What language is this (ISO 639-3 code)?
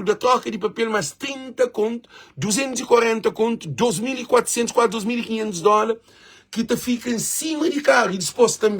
kea